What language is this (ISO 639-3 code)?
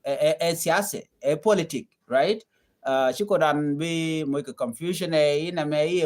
nus